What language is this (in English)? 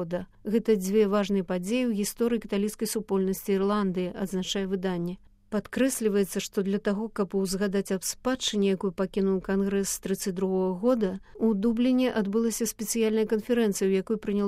Belarusian